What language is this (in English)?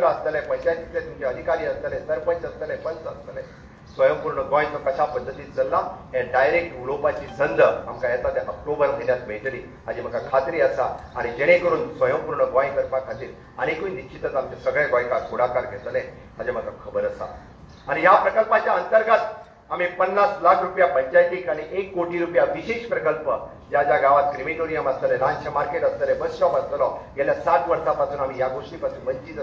Konkani